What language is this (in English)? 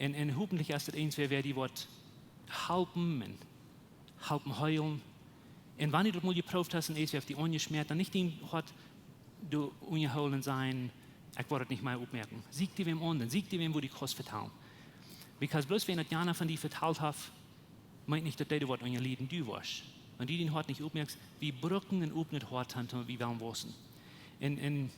Plautdietsch